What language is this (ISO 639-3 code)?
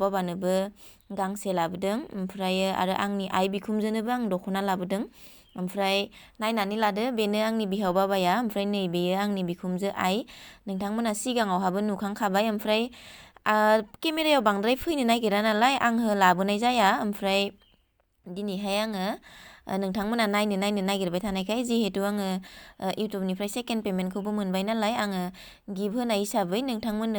brx